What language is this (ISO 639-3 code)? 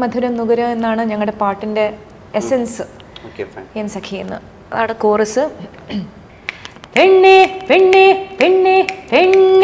mal